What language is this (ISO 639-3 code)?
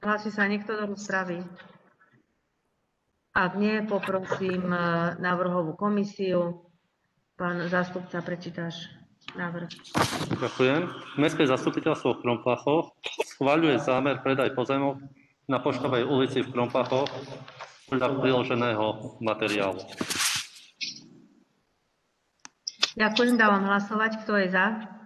slk